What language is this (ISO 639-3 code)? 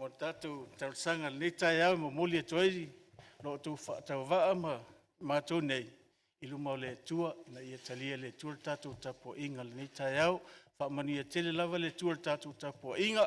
smo